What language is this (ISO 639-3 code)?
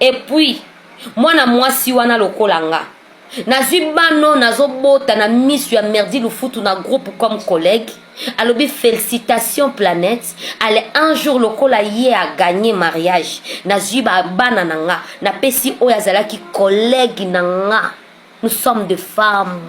lin